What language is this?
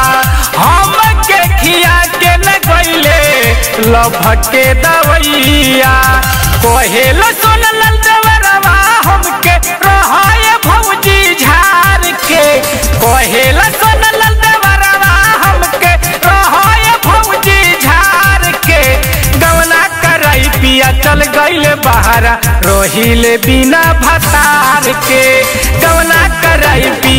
Bhojpuri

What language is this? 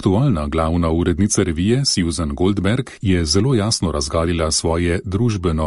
Slovenian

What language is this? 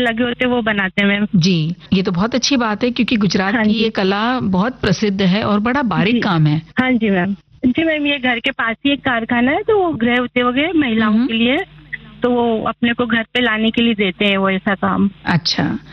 Hindi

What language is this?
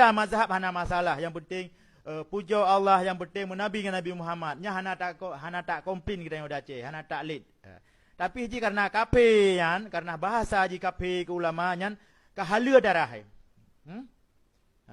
Achinese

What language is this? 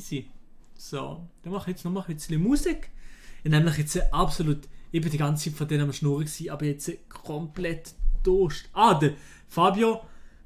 Swiss German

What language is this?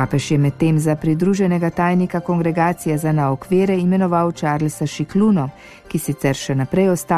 Slovenian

